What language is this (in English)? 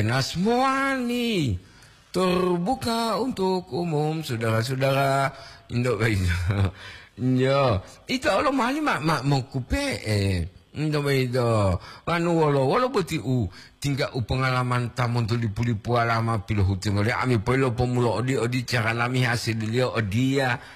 Gorontalo